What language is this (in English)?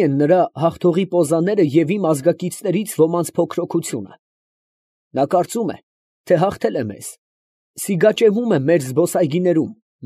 Armenian